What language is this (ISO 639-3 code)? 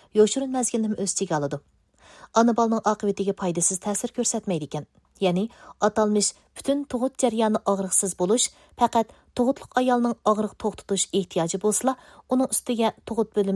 uig